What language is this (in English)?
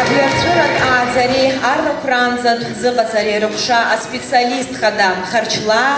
Abkhazian